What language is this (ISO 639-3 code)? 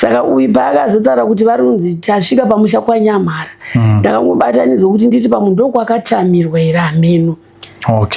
sna